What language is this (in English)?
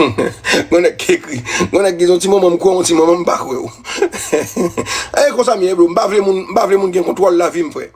Haitian Creole